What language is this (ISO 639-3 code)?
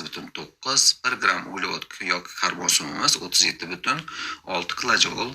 uzb